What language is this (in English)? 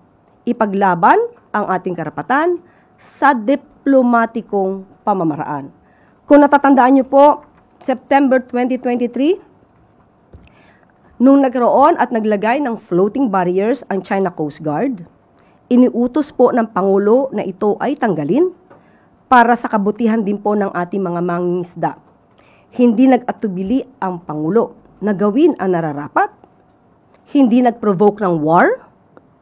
Filipino